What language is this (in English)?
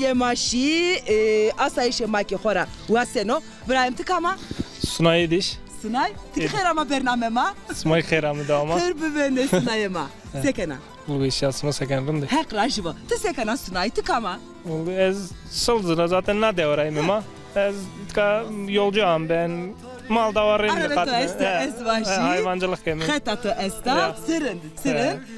Zaza